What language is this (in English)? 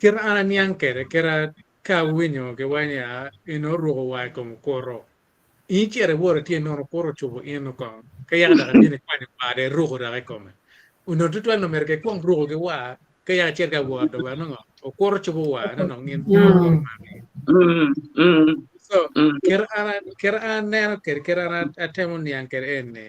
Acoli